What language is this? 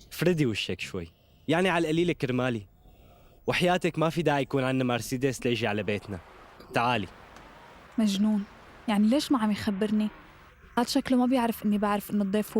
North Levantine Arabic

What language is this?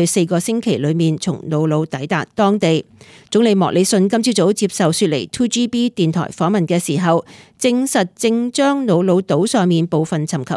Cantonese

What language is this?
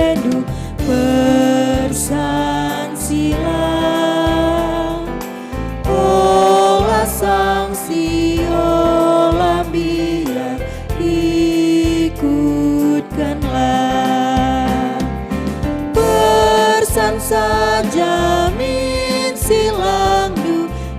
Batak Karo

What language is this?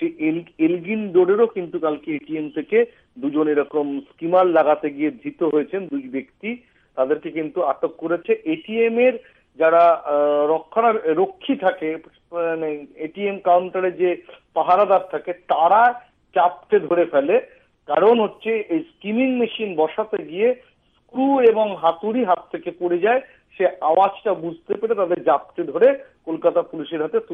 Bangla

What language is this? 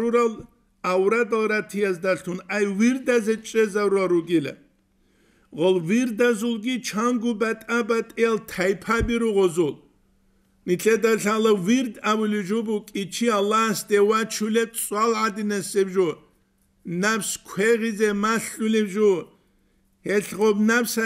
Avaric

